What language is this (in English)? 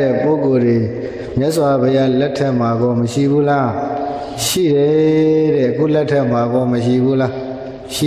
Burmese